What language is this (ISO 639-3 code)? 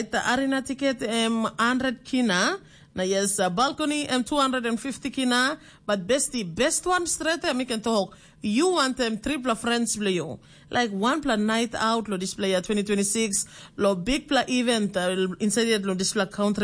tpi